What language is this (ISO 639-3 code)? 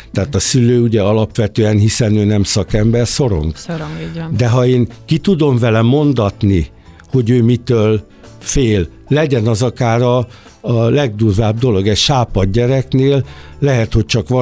hun